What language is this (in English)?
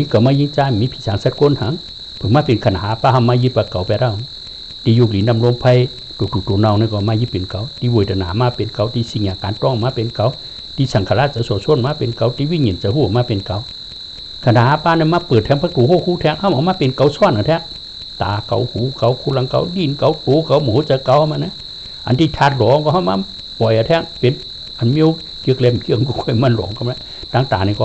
Shan